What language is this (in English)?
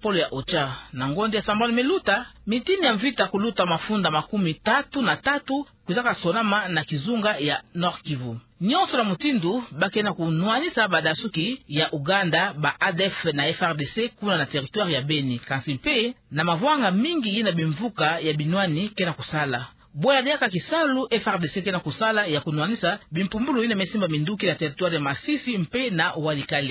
Kituba (Democratic Republic of Congo)